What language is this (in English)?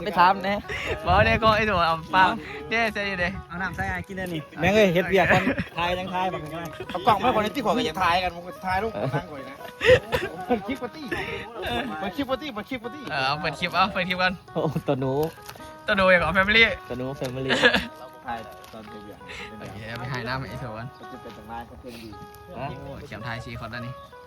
Northeastern Thai